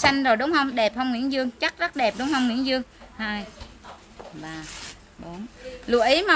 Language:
Vietnamese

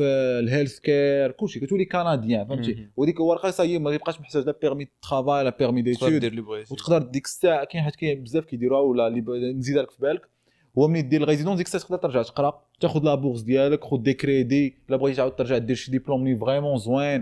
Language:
Moroccan Arabic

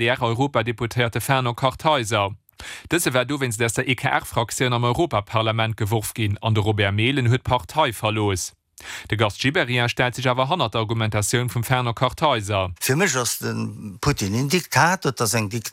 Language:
Luxembourgish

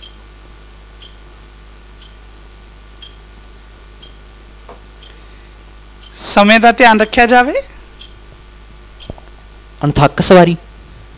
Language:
Punjabi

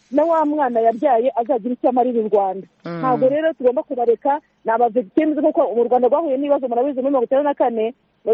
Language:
Kinyarwanda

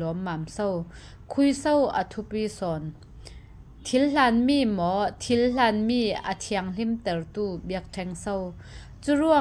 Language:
Falam Chin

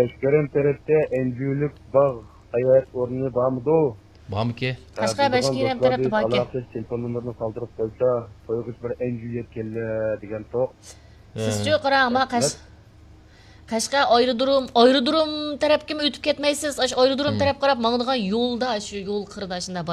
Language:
Uyghur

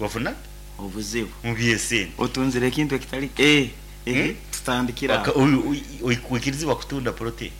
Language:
Nyankole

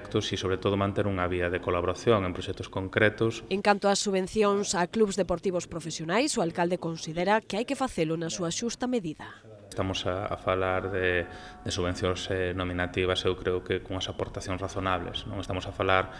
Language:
Galician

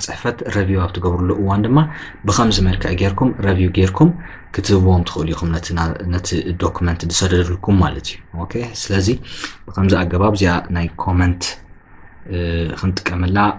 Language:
Tigrinya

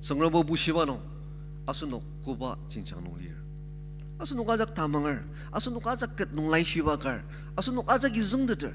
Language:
Ao Naga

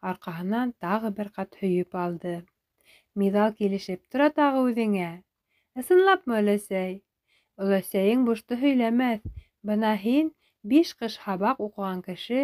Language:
Bashkir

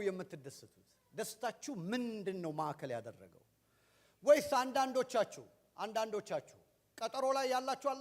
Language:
Amharic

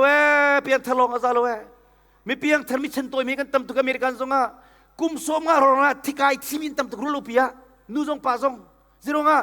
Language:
Hakha Chin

